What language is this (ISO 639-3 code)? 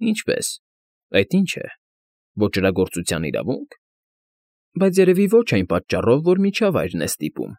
hye